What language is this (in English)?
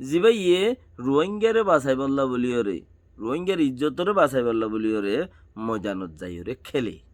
Rohingya